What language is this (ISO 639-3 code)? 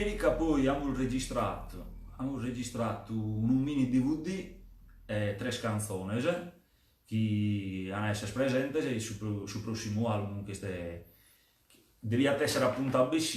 srd